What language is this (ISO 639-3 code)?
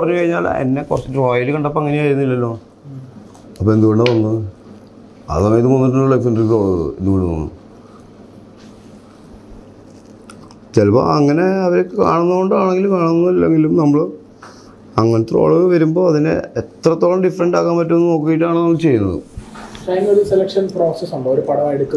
mal